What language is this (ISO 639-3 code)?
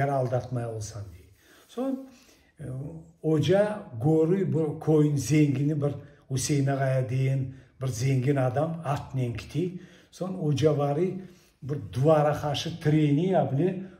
crh